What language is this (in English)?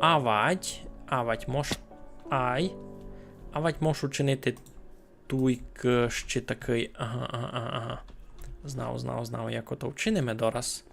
Rusyn